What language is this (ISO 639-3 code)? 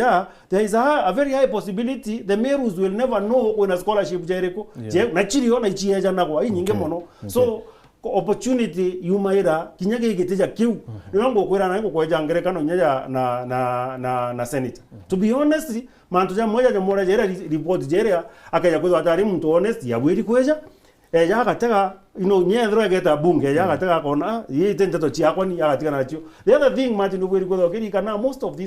mer